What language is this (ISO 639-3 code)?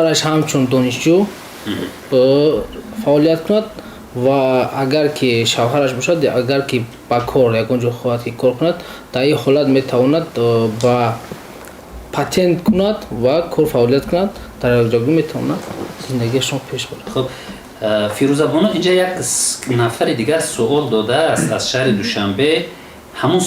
tgk